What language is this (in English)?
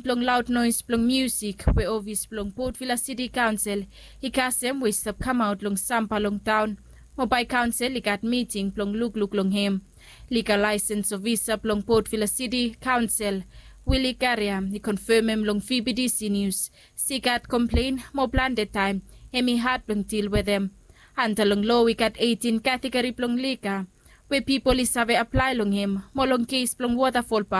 Bislama